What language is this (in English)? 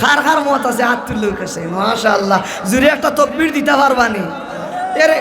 Sylheti